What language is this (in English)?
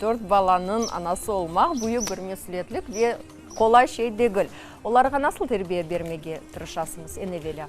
Crimean Tatar